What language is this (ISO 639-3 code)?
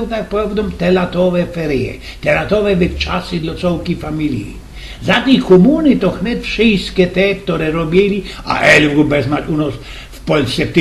szl